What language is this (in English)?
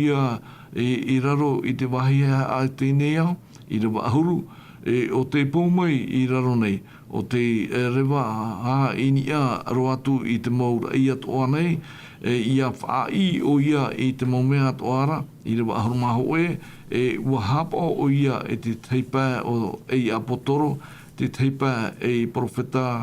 Tahitian